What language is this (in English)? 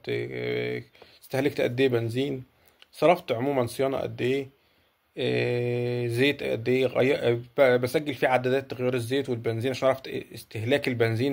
Egyptian Arabic